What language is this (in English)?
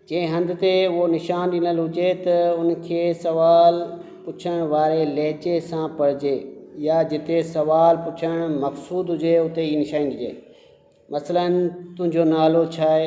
Sindhi